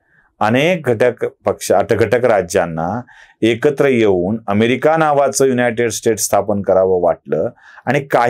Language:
Marathi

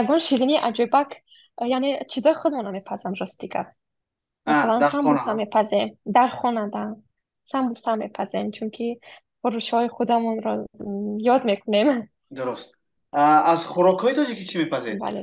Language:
Tajik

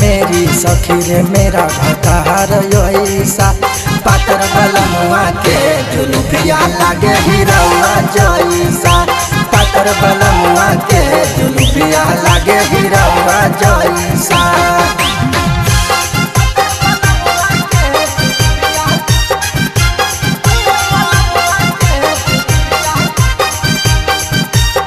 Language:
Bhojpuri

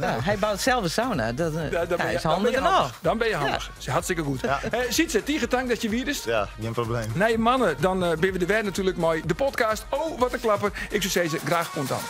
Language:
Western Frisian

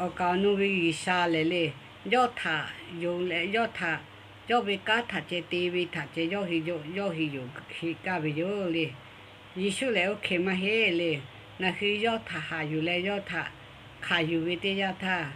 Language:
Lahu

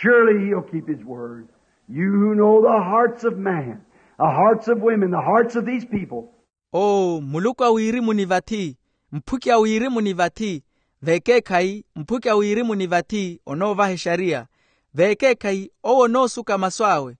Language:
Makhuwa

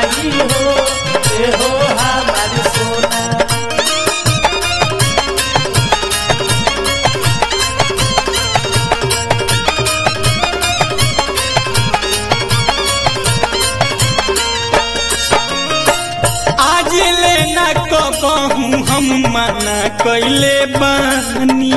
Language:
Bhojpuri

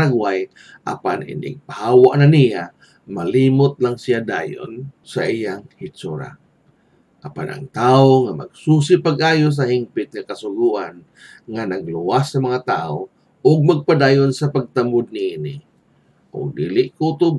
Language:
Cebuano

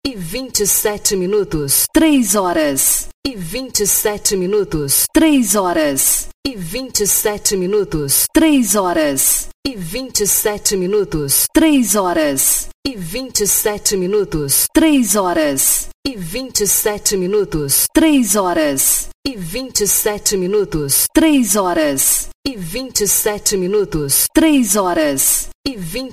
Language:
Portuguese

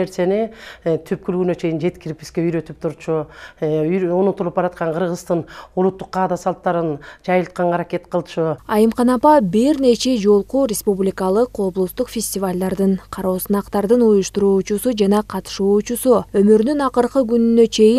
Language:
Kyrgyz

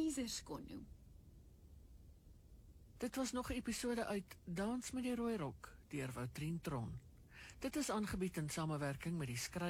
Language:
Afrikaans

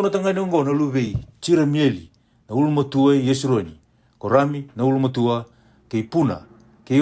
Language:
Fijian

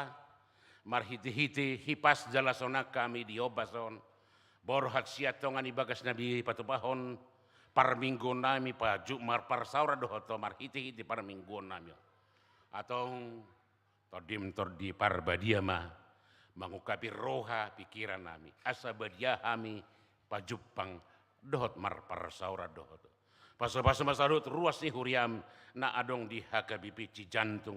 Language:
Batak Toba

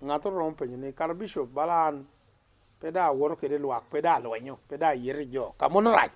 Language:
Lango (Uganda)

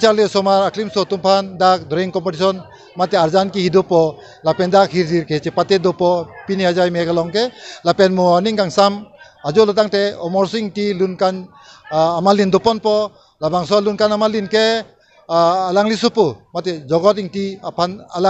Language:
Karbi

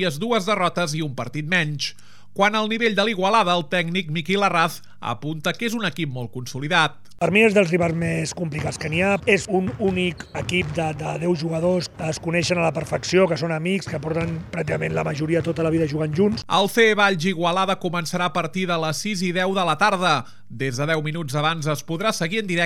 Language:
Catalan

